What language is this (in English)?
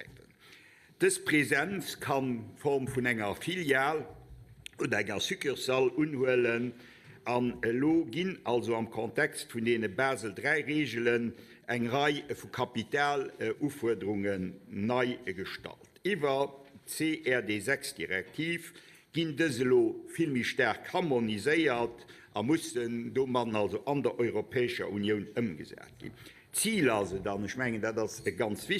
Luxembourgish